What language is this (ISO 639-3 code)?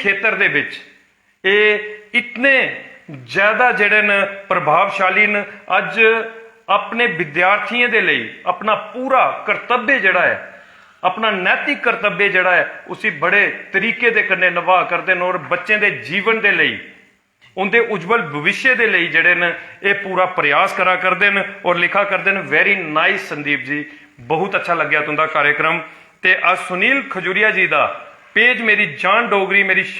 doi